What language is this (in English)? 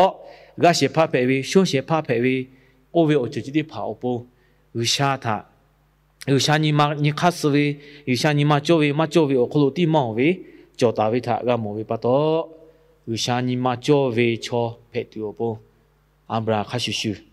Lahu